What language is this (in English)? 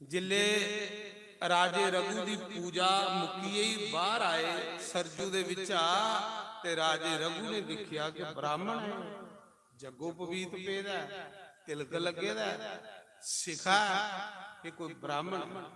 Dogri